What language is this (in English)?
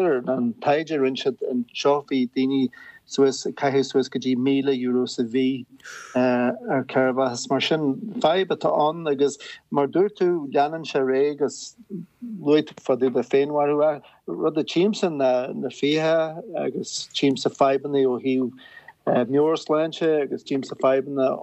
Irish